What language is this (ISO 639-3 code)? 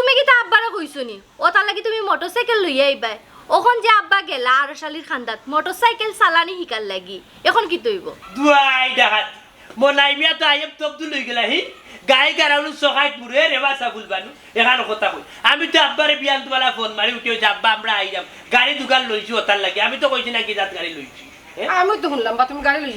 syl